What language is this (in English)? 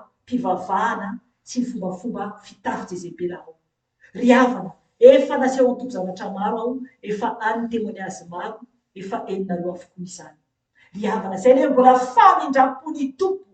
Malagasy